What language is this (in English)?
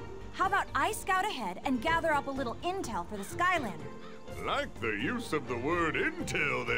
English